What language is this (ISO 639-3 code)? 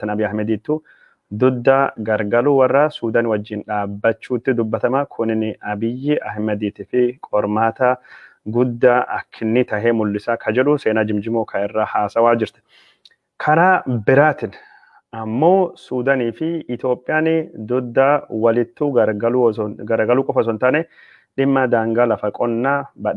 orm